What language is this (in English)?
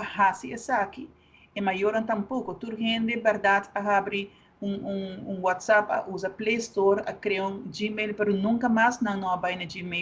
Papiamento